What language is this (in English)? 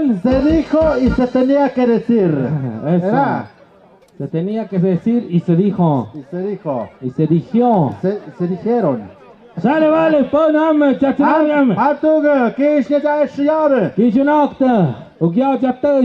Tlahuitoltepec Mixe